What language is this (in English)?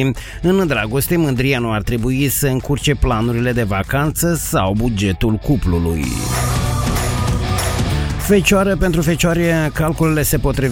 Romanian